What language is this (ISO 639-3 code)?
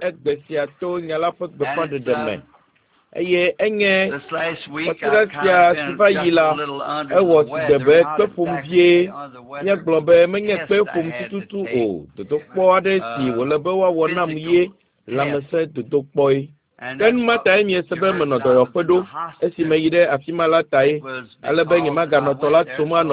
ewe